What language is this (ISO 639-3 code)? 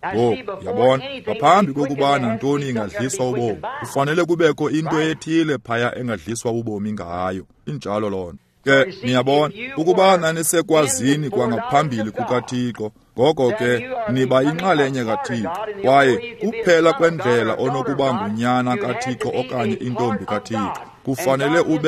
xho